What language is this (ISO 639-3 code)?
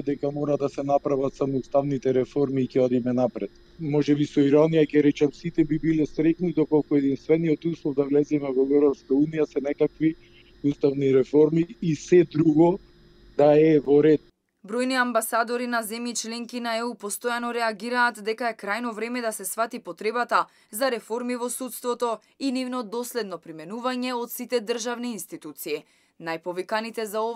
mkd